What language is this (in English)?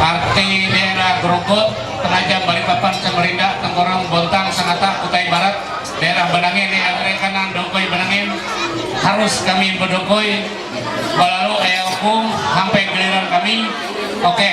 Ma'anyan